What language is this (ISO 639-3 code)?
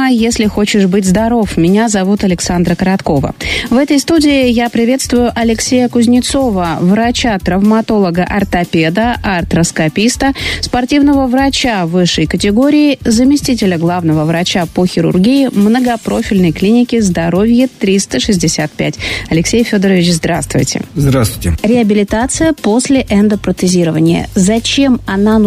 rus